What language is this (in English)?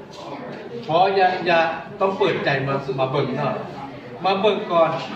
Lao